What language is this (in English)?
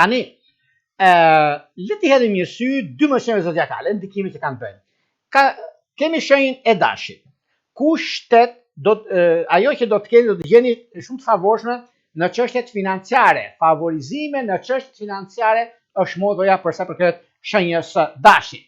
Albanian